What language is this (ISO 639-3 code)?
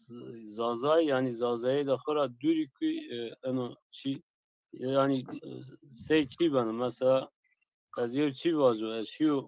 zza